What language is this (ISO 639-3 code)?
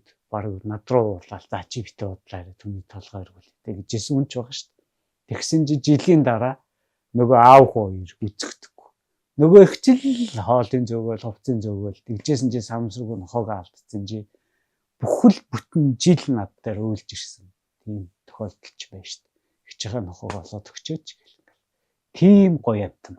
mon